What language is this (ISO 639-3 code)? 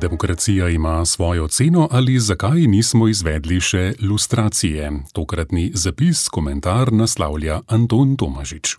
slv